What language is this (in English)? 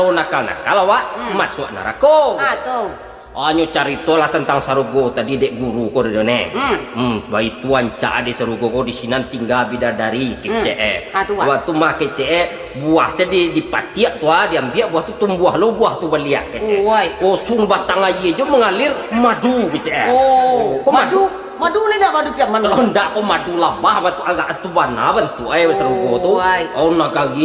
Minangkabau